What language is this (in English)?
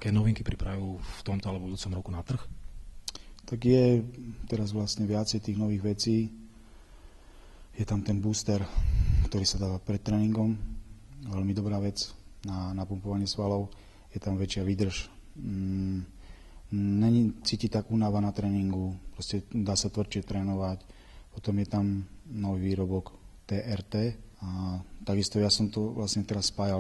Slovak